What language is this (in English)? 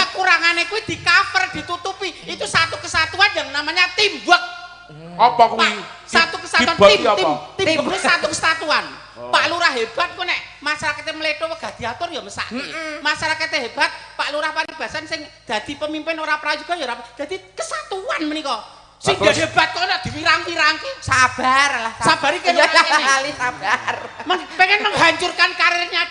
Javanese